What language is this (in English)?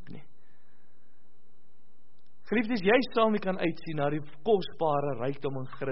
Afrikaans